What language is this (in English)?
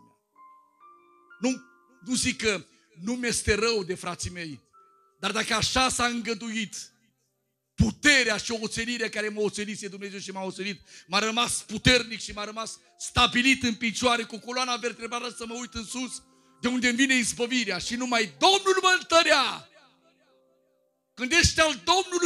Romanian